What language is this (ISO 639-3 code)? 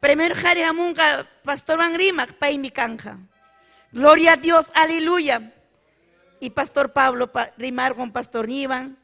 quy